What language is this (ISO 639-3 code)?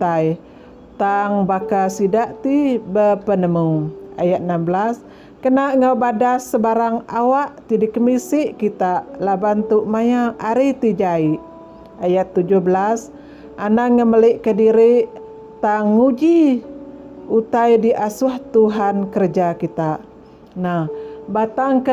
iba